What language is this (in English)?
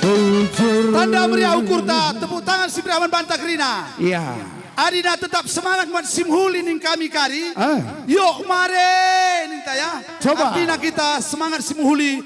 Batak Karo